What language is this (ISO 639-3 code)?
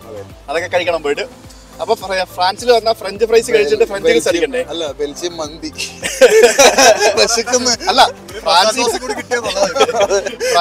mal